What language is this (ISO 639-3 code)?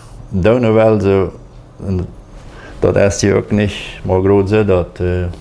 pdt